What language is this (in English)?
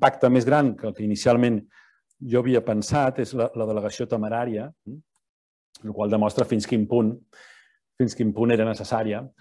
Catalan